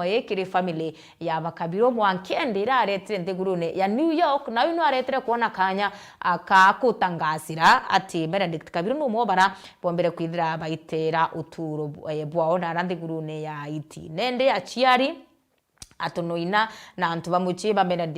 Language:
Meru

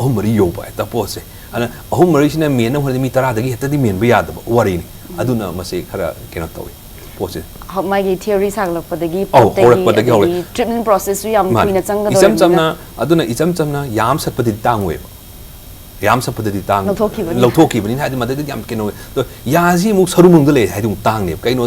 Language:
Manipuri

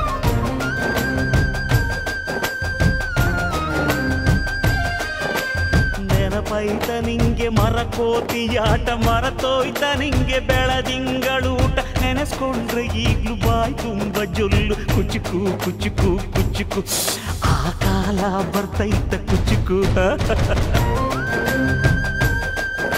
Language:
Kannada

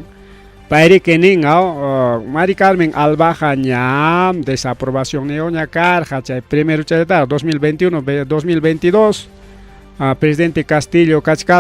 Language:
Ayacucho Quechua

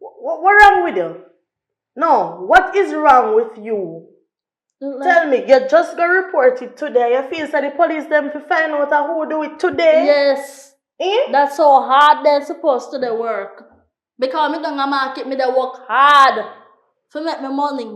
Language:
Jamaican Creole English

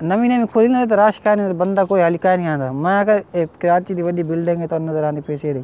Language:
Saraiki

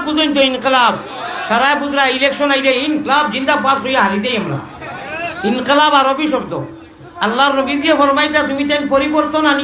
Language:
Sylheti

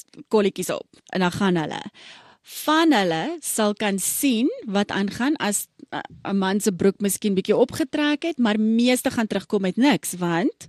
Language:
Afrikaans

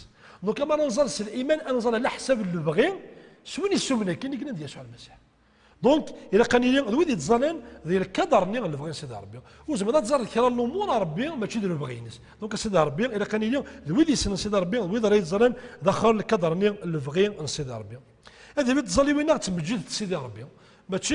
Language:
Kabyle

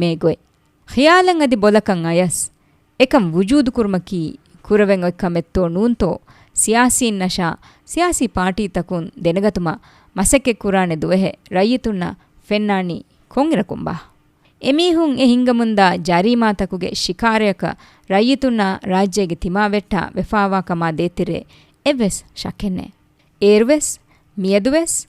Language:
Divehi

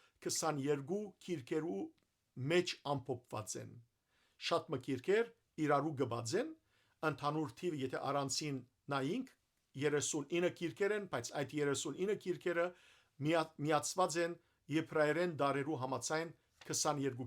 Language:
Western Armenian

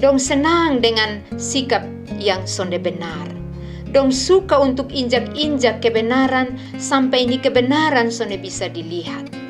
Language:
Kupang Malay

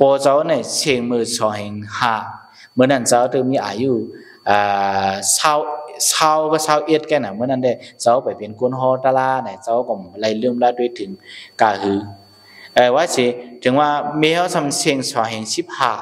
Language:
Shan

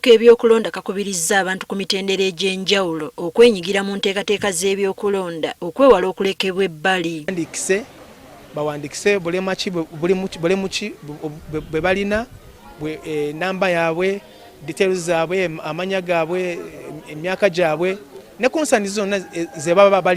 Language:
Ganda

